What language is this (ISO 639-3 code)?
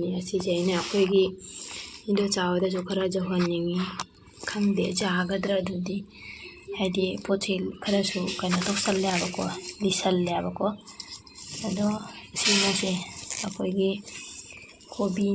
mni